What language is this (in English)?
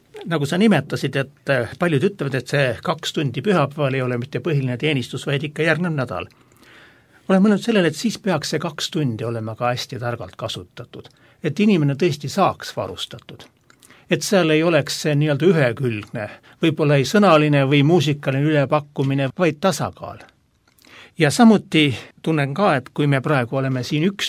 Estonian